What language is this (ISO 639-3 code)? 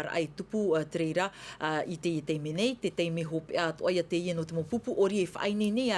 tah